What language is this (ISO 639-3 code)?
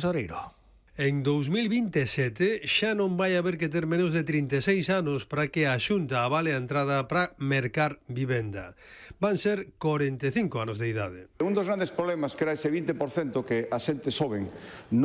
glg